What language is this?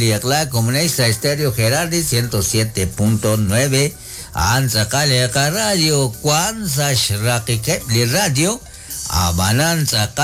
Kekchí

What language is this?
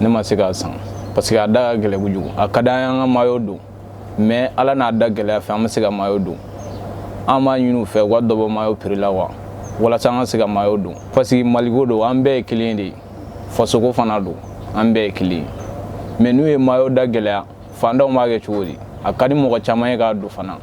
Bambara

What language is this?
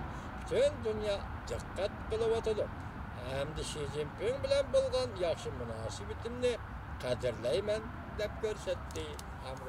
Uyghur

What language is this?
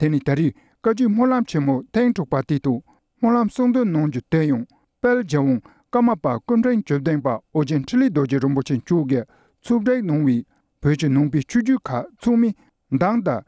Tibetan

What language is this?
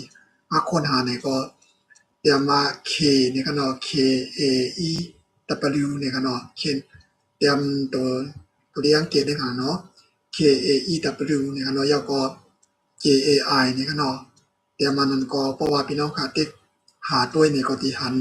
Shan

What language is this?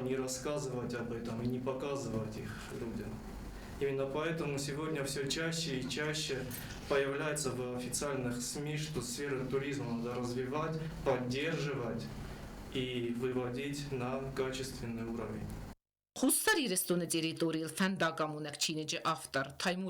Ossetic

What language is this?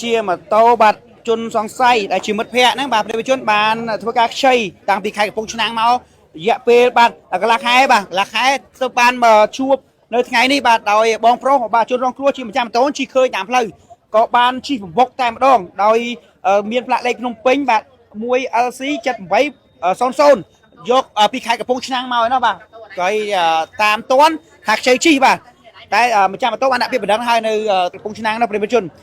Khmer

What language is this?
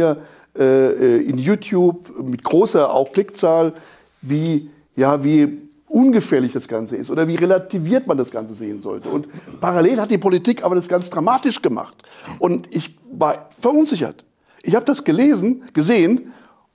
German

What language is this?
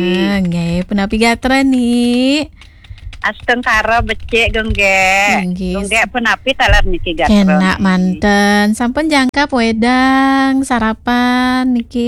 Balinese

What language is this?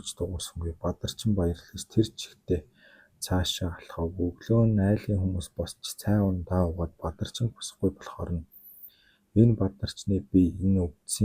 Mongolian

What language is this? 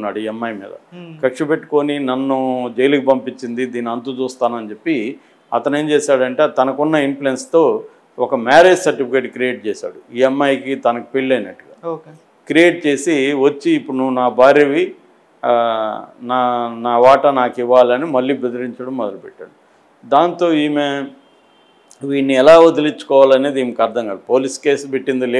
Telugu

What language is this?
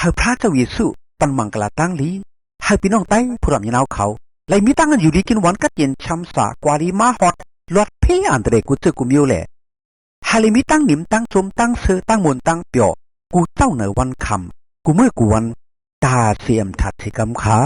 Shan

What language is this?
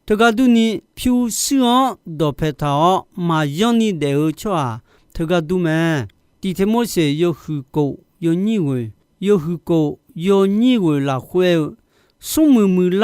Akha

